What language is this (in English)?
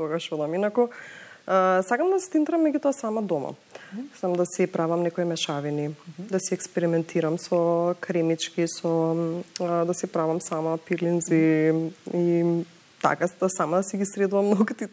Macedonian